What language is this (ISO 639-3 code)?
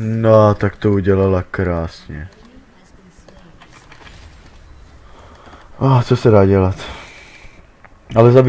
ces